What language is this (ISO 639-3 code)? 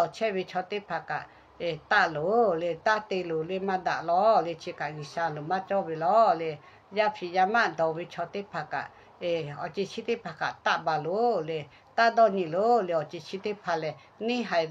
lhu